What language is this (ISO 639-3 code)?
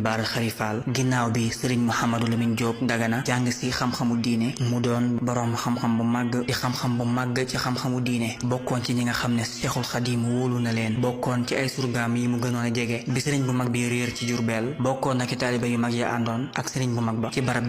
wol